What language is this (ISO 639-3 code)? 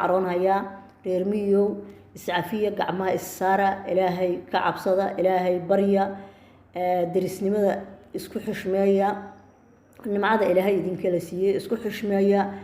som